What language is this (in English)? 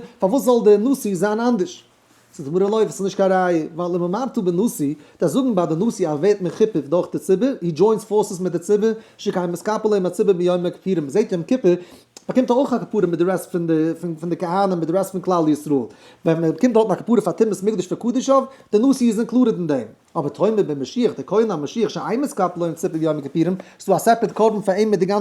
Yiddish